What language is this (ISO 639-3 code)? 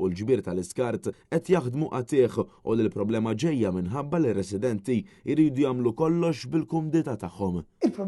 mlt